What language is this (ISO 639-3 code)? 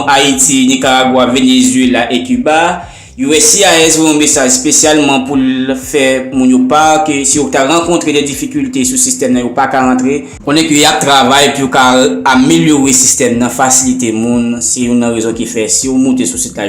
hat